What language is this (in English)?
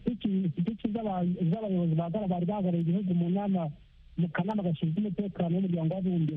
Kinyarwanda